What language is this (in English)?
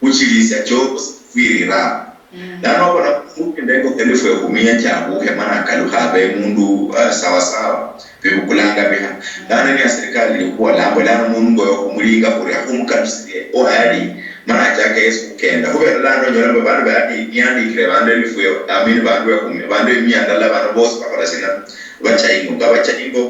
Luyia